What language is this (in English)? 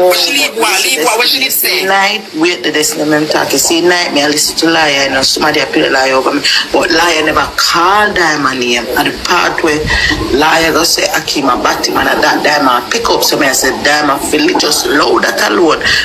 Jamaican Creole English